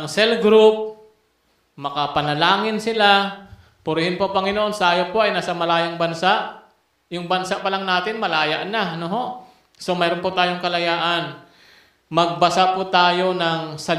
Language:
Filipino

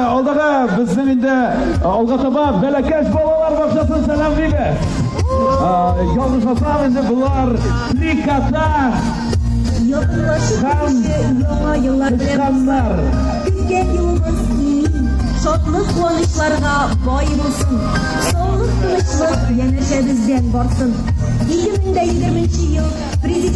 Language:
Tatar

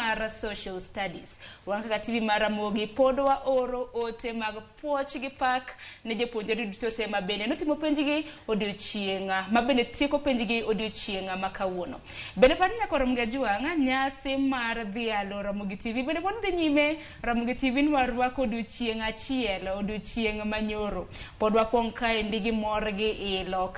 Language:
Luo (Kenya and Tanzania)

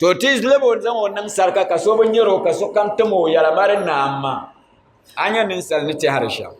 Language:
Dagbani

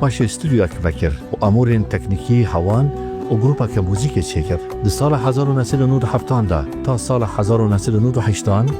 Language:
Kurdish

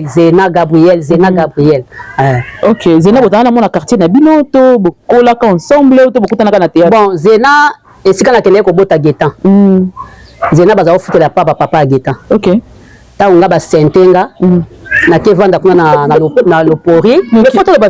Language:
Lingala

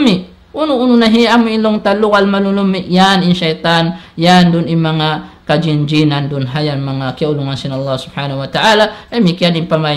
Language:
Tausug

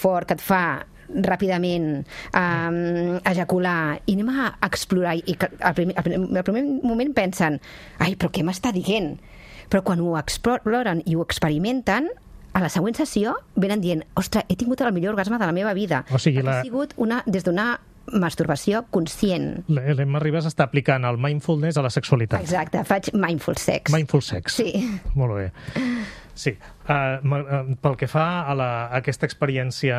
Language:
Catalan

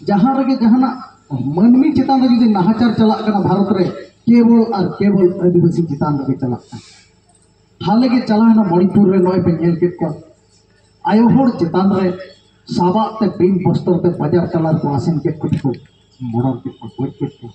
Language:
Santali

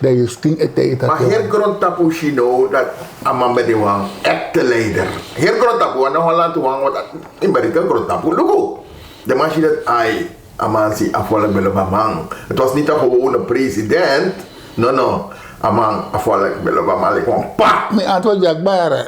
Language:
Sranan Tongo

